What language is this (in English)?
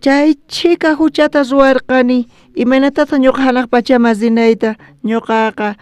South Bolivian Quechua